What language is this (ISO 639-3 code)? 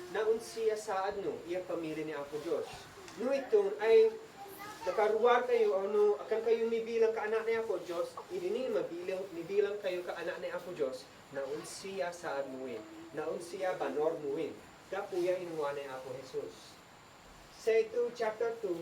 isd